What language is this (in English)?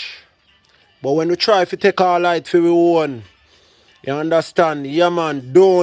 Jamaican Creole English